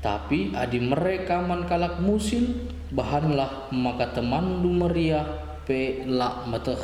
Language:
Batak Karo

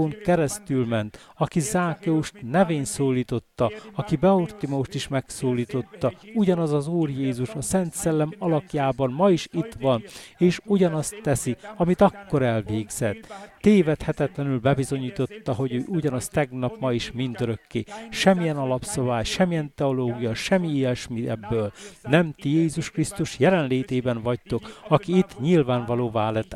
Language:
Hungarian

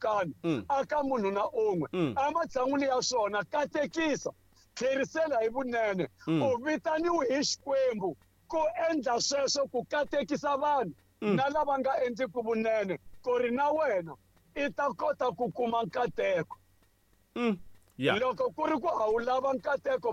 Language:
Tsonga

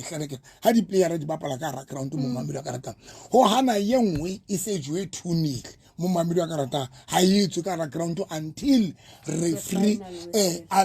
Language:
Southern Sotho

